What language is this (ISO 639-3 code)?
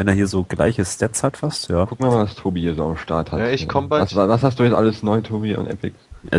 deu